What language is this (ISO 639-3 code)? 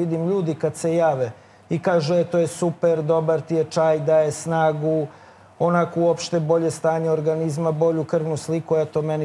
srp